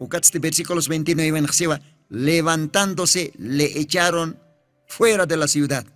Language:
Aymara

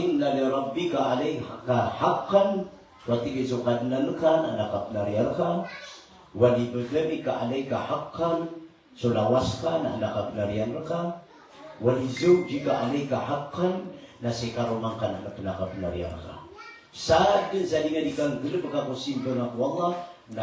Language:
Maranao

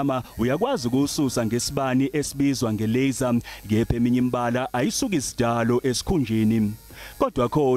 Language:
Zulu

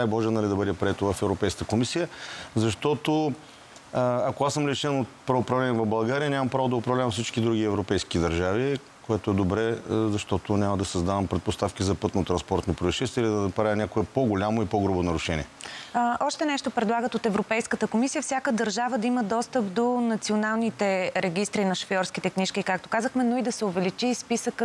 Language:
Bulgarian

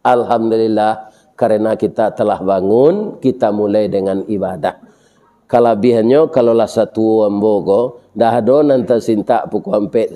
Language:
Minangkabau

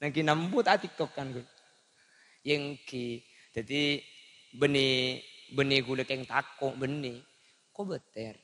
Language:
Madurese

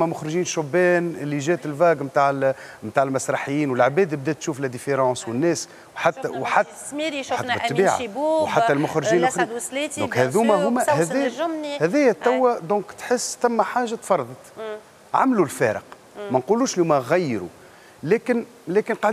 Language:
Tunisian Arabic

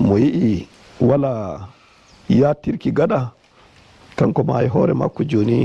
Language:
Nigerian Fulfulde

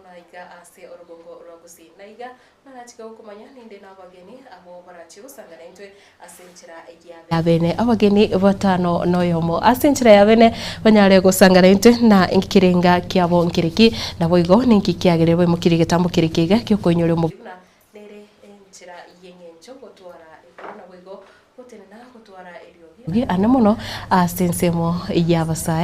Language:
Gusii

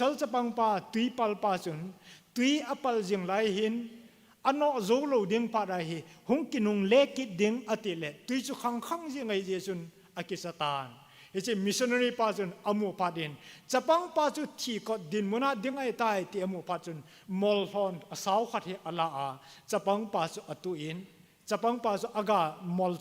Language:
Thado Chin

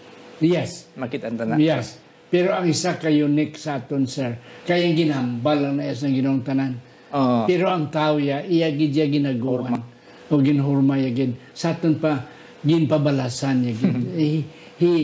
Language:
Hiligaynon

